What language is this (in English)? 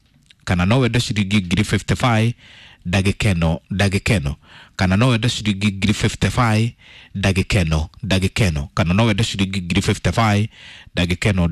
Kikuyu